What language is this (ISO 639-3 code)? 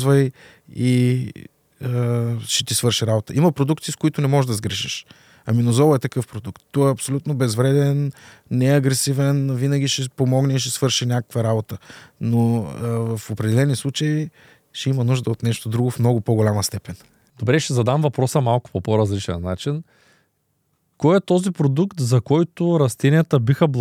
bul